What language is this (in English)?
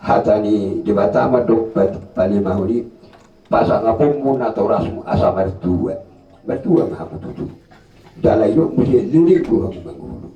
Batak Toba